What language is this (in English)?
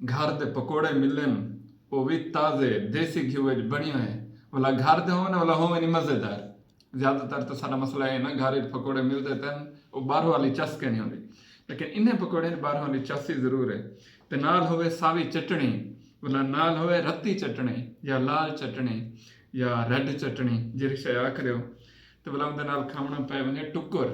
Saraiki